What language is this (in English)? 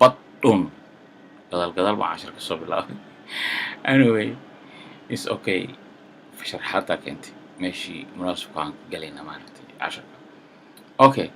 Somali